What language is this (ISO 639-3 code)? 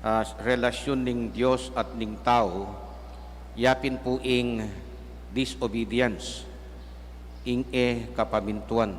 pam